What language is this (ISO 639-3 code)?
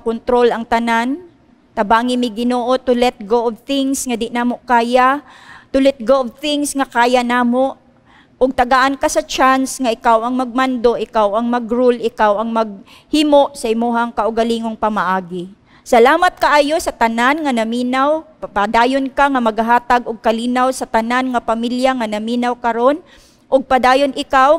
ceb